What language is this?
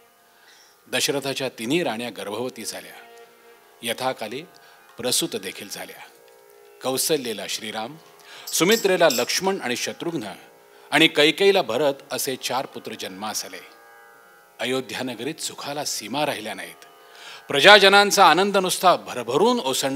Marathi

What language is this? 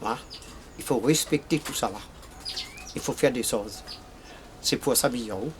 Réunion Creole French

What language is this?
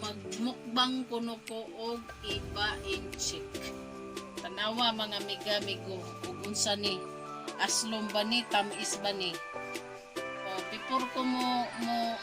Cebuano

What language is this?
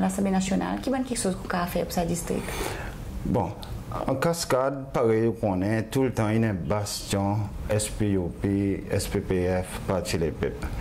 Seselwa Creole French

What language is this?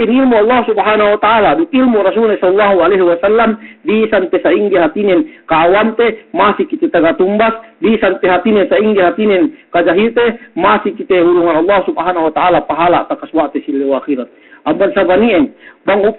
Yakan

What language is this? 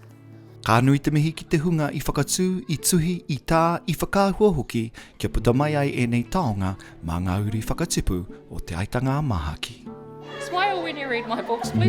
Māori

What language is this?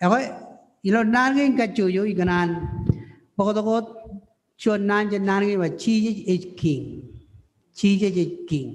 Marshallese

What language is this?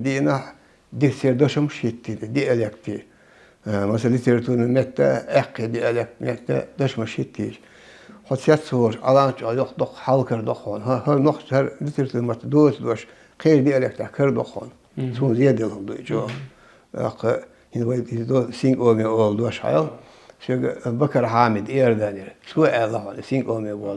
Chechen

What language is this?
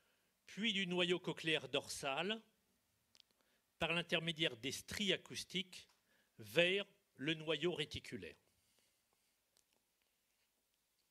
French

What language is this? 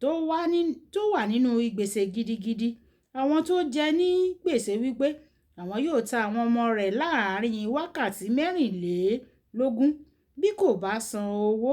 Yoruba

